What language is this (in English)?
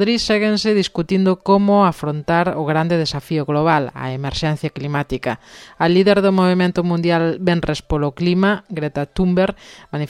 Galician